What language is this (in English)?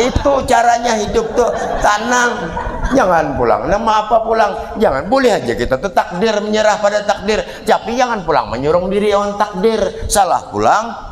Banjar